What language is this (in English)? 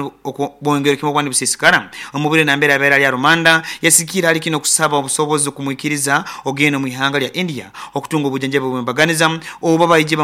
Nyoro